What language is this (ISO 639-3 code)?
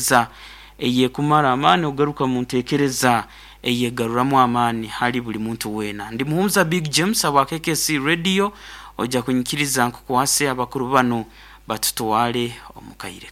nyo